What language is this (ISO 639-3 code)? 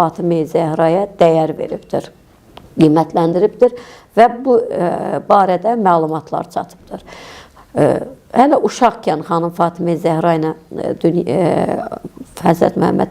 aze